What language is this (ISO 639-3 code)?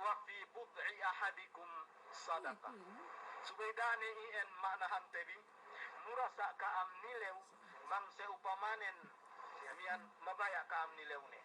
yka